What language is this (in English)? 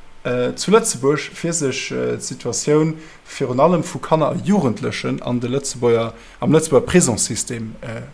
Luxembourgish